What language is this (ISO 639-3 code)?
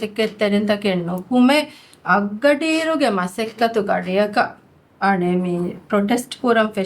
div